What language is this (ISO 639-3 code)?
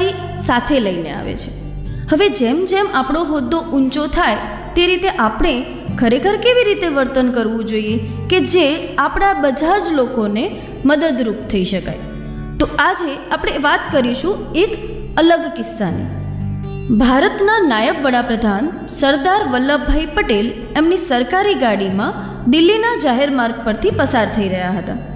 guj